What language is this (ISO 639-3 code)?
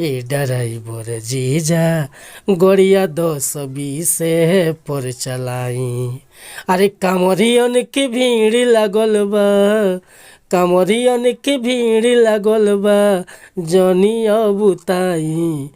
bho